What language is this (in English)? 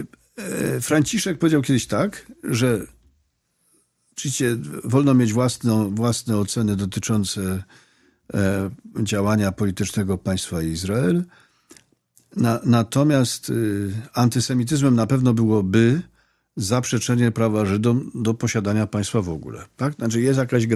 Polish